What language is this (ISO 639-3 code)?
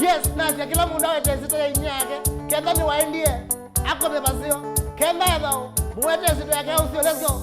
kam